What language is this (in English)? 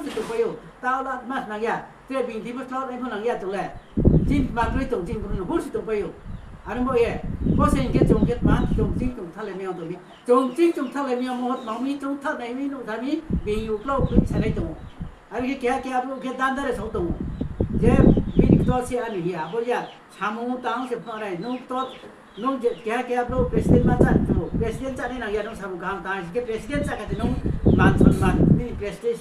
Riang (India)